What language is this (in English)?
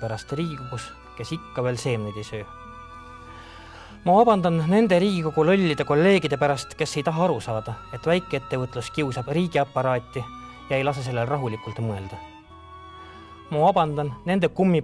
Estonian